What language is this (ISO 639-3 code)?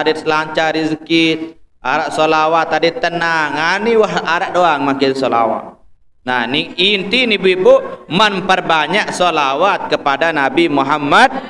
sas